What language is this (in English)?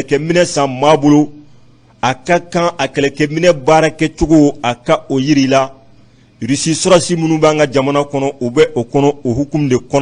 Bambara